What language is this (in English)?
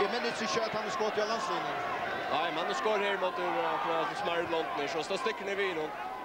Faroese